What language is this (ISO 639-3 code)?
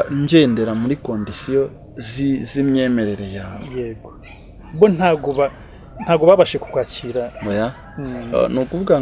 kin